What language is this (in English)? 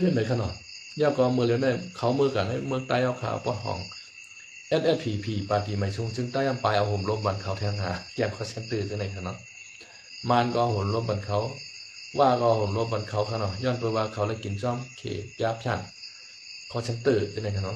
Shan